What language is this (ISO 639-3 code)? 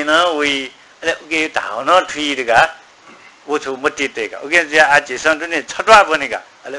new